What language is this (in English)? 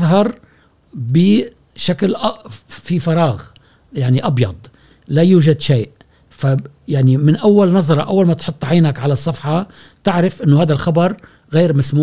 Gulf Arabic